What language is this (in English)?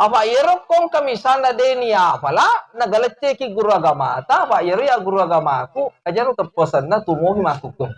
Buginese